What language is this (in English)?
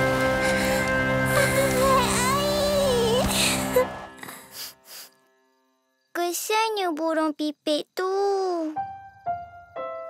Malay